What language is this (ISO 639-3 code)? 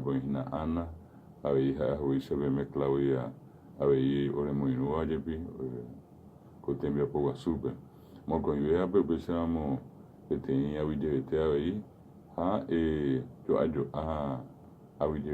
grn